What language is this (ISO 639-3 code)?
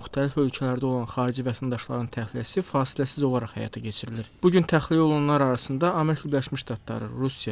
aze